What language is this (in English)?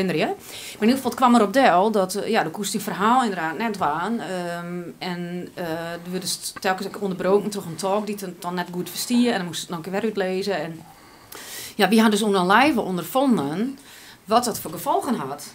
Western Frisian